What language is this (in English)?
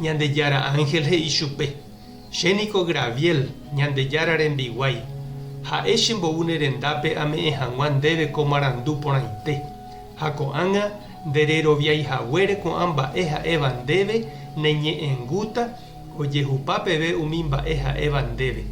Guarani